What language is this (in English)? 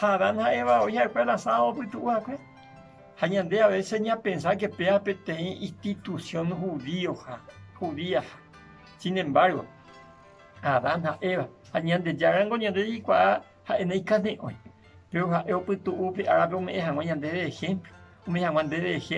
Guarani